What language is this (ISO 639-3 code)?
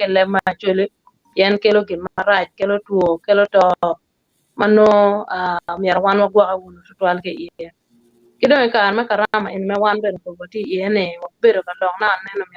ach